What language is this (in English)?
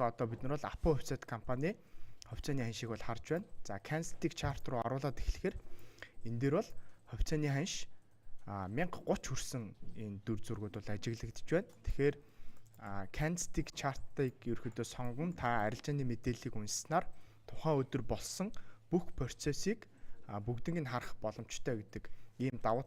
Mongolian